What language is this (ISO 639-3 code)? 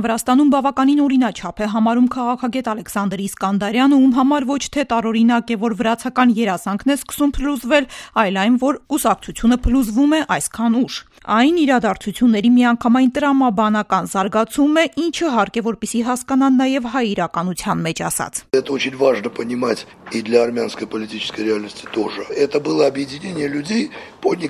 hye